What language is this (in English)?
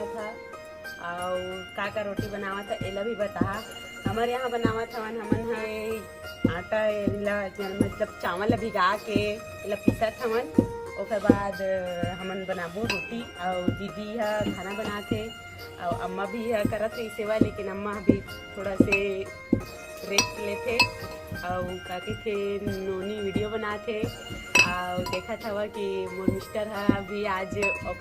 Chhattisgarhi